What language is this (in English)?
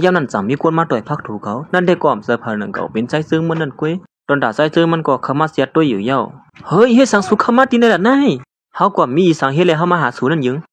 Shan